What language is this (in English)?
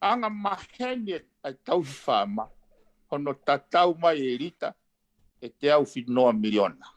Tongan